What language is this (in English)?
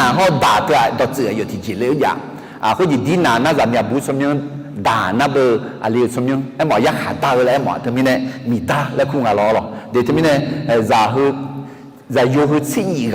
Akha